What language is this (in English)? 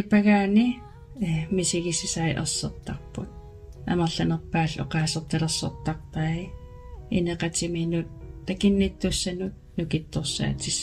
Kalaallisut